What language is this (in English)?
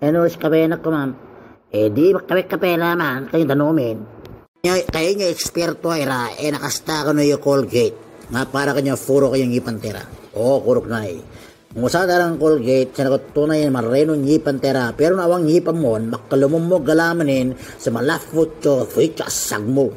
Itawit